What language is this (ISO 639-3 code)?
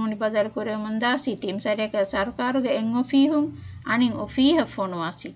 div